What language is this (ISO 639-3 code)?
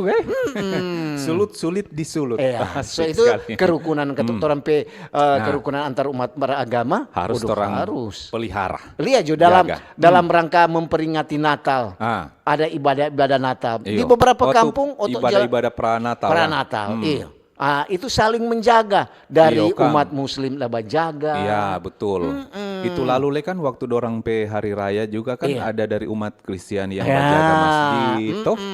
xmm